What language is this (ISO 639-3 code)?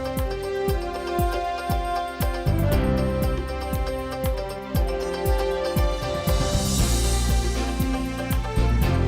udm